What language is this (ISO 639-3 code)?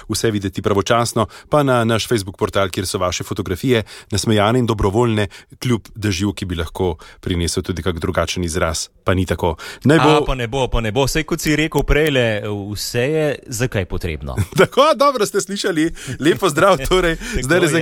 slv